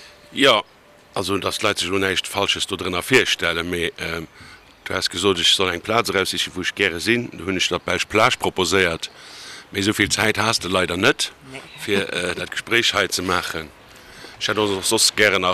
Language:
Luxembourgish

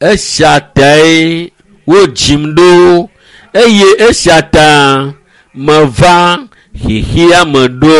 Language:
Ewe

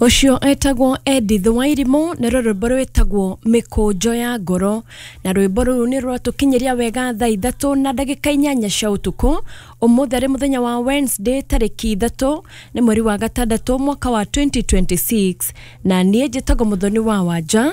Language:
Kikuyu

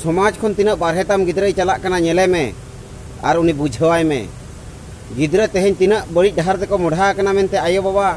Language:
Santali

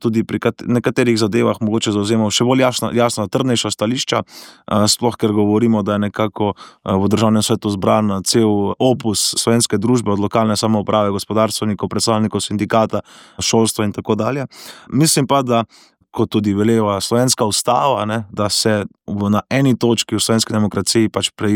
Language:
Slovenian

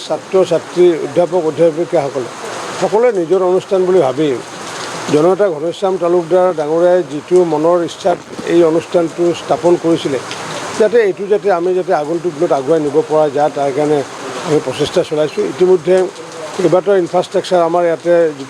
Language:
Assamese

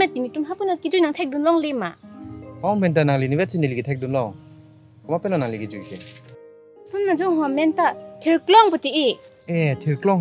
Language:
Karbi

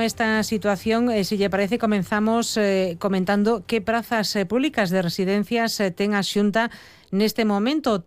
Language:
Galician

